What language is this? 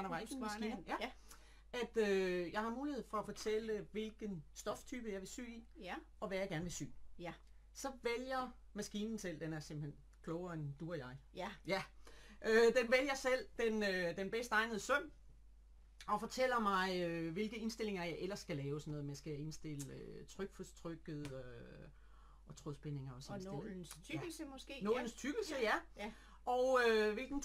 Danish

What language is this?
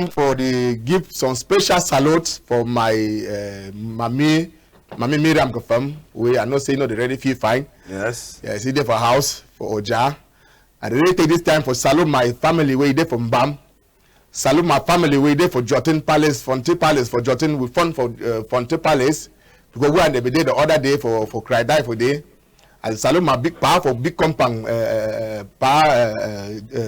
Cameroon Pidgin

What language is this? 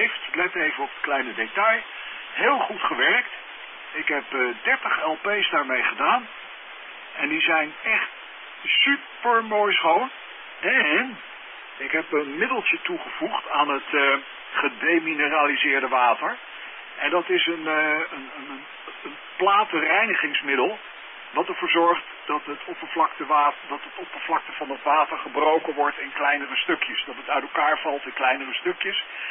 Dutch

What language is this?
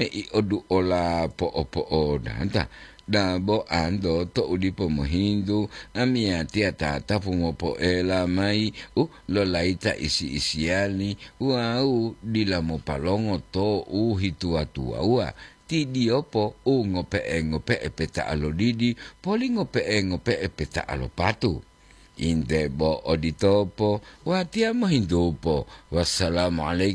Gorontalo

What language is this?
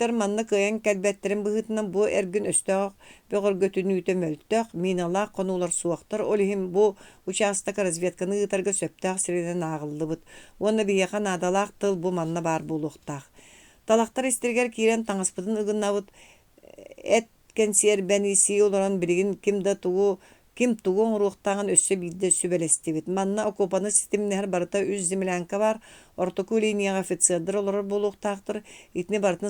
Yakut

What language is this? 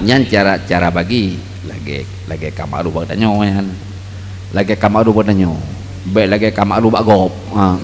Achinese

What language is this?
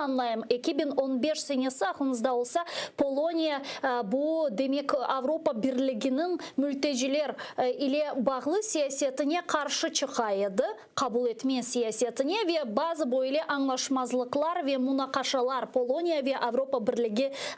Crimean Tatar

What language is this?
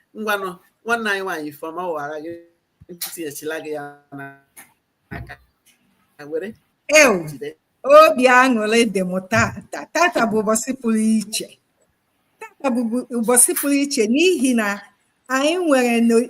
Igbo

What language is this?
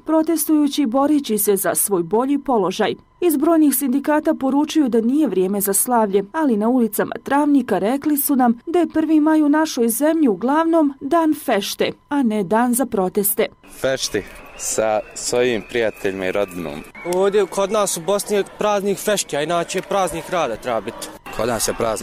Bosnian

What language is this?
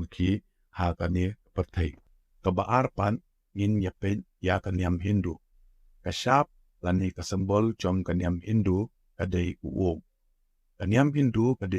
Khasi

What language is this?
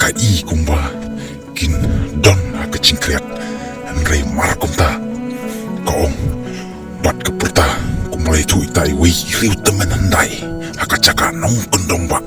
Khasi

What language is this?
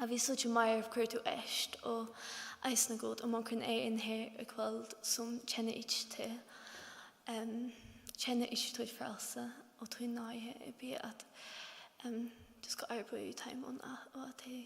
Faroese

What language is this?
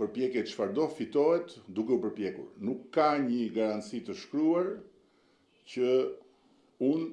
Albanian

